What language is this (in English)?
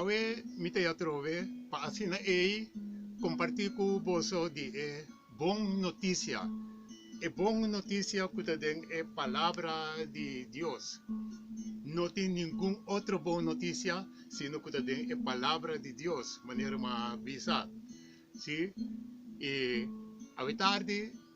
Papiamento